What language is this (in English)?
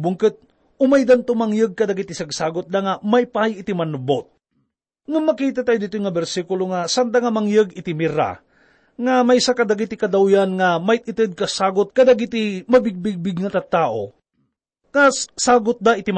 Iloko